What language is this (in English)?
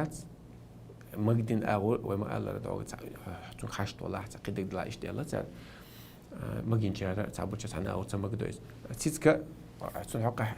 Chechen